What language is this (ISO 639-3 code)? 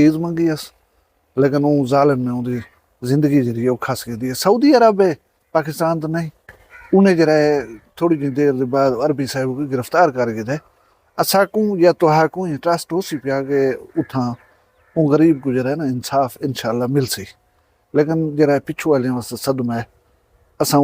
skr